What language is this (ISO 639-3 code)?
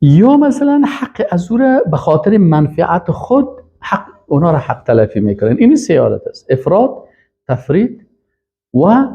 fas